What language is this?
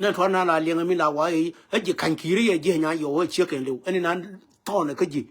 Nuer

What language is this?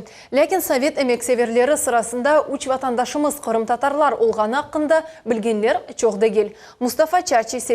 Crimean Tatar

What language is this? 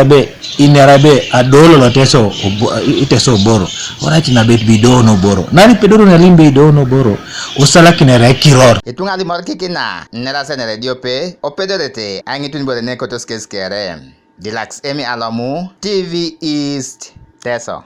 Teso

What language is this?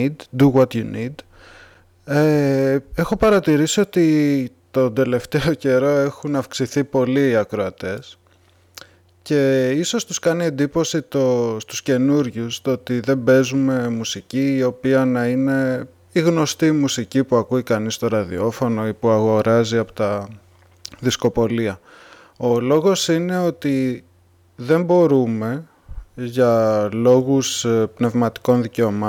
Greek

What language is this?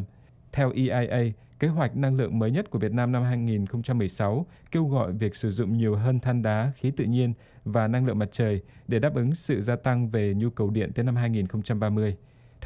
Vietnamese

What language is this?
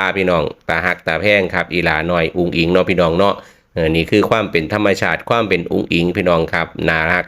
Northeastern Thai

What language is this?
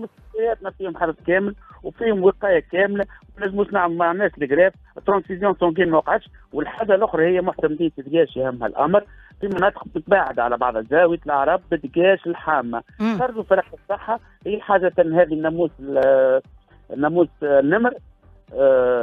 Tunisian Arabic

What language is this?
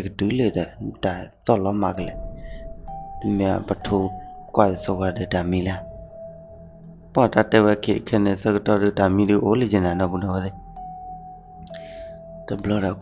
S'gaw Karen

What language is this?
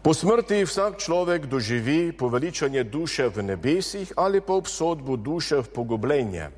Slovenian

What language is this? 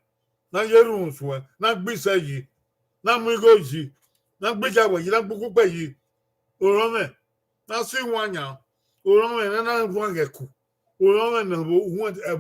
Bini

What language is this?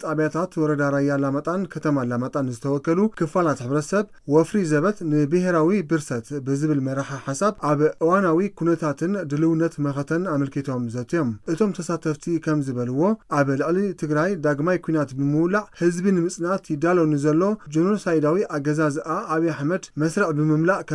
Tigrinya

